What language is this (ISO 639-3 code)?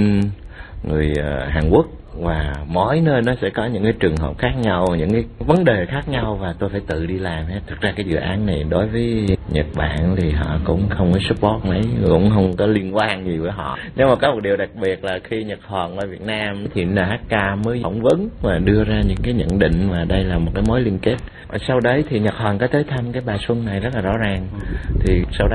vie